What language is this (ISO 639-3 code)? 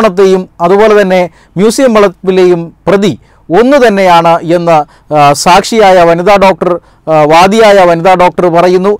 mal